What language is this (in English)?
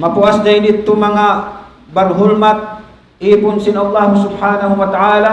Tausug